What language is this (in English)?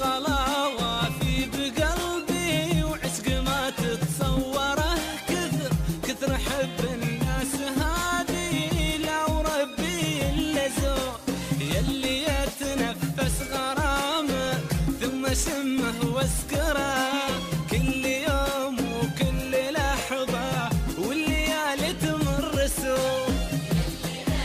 Gulf Arabic